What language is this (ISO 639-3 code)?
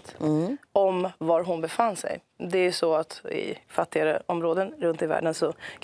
swe